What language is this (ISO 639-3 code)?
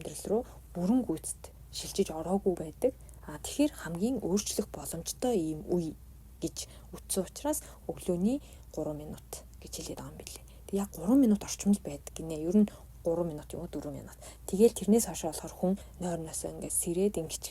mon